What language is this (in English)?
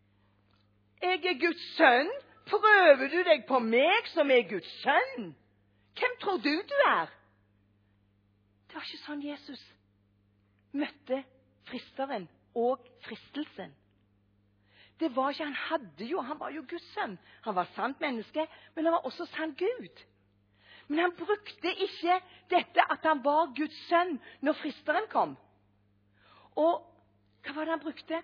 Norwegian